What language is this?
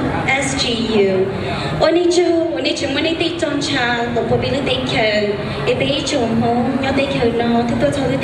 Hmong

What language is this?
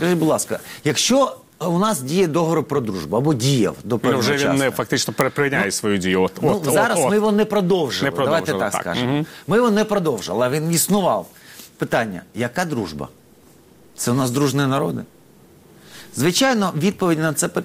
Ukrainian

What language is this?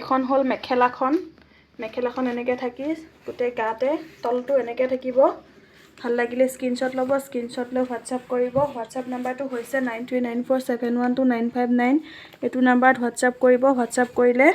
Assamese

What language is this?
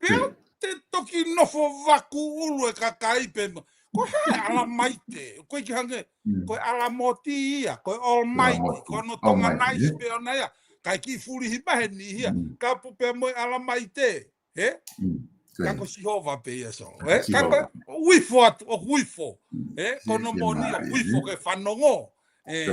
Tongan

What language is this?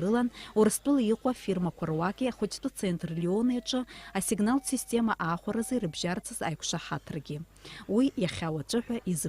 Abkhazian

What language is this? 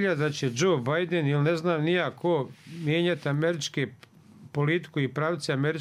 Bosnian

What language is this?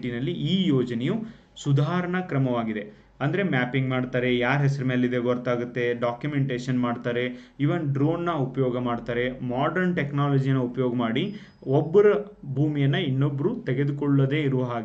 Kannada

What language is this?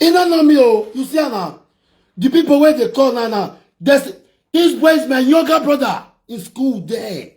Nigerian Pidgin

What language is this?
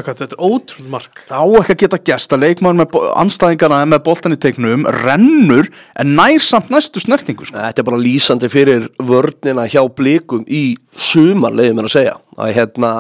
Icelandic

